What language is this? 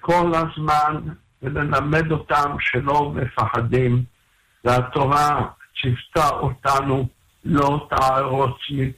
Hebrew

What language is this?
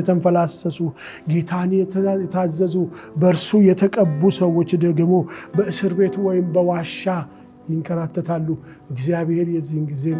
Amharic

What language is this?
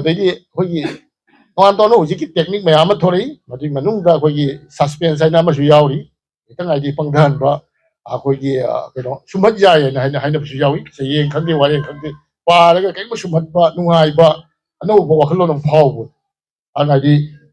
Manipuri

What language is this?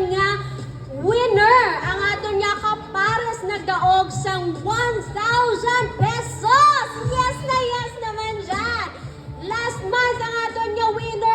Hiligaynon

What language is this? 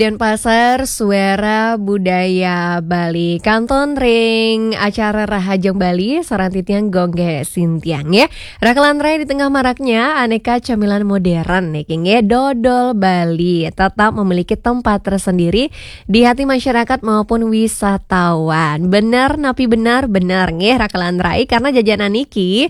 Balinese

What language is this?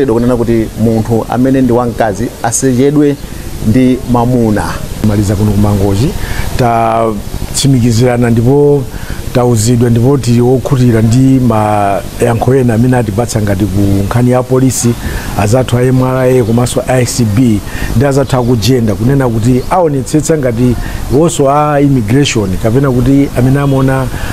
Nyanja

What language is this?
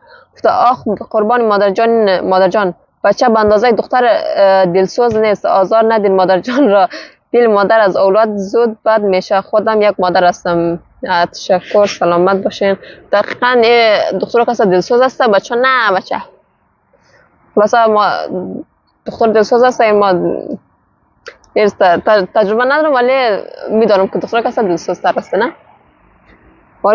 Persian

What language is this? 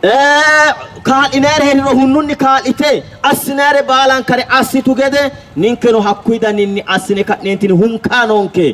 Sidamo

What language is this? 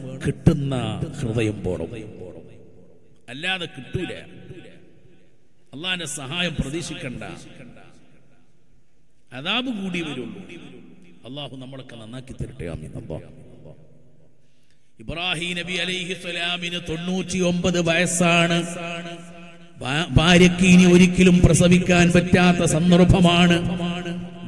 Malayalam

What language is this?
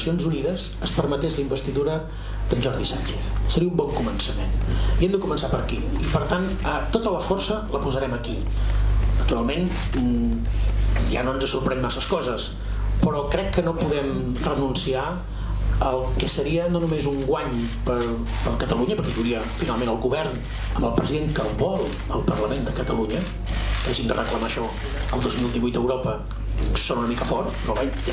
Catalan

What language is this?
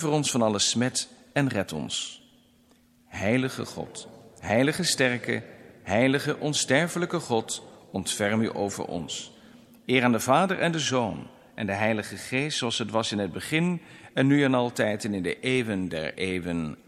Dutch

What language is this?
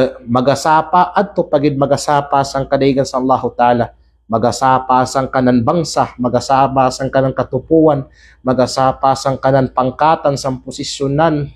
Kalagan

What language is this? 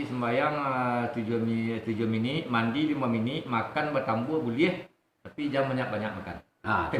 Minangkabau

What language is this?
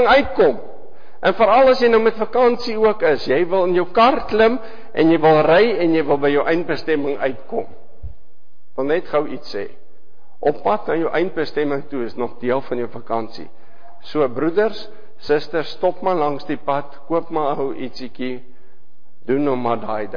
Afrikaans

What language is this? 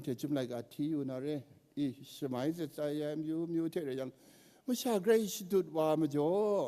Kachin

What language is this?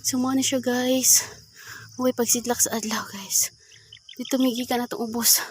Cebuano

